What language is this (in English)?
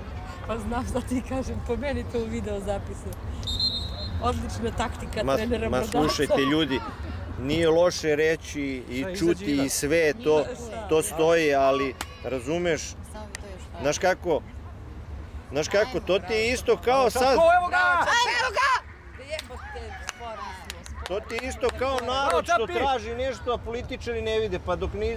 Serbian